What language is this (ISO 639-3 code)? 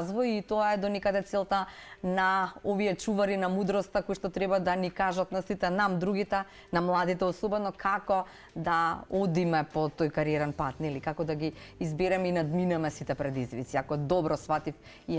mkd